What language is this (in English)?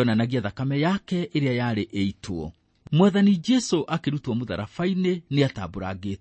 Kikuyu